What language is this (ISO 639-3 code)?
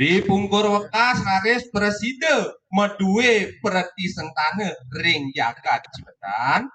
ban